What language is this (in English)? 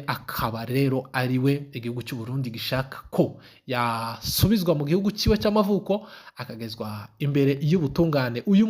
Kinyarwanda